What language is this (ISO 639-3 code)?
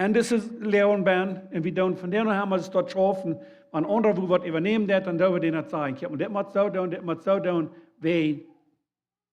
pdt